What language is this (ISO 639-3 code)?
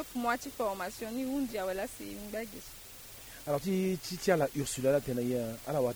sag